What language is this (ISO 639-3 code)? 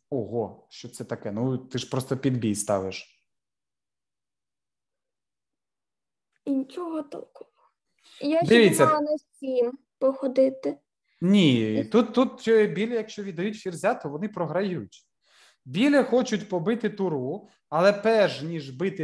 ukr